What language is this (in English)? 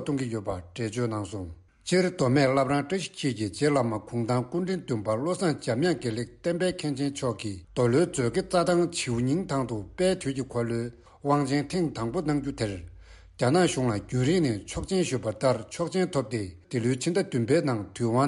Tibetan